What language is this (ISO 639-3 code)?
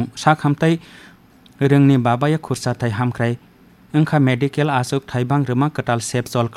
trp